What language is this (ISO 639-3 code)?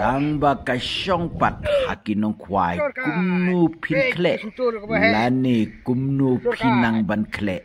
kha